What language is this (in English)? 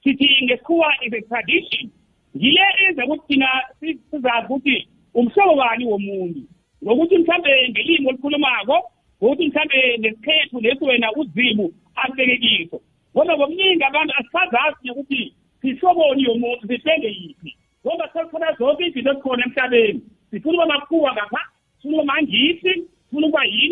South Ndebele